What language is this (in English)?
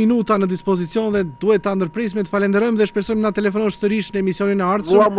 Albanian